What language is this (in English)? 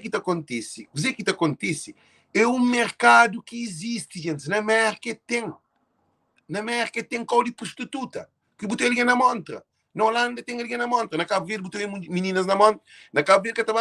Kabuverdianu